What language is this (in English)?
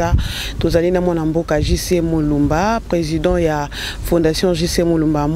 Lingala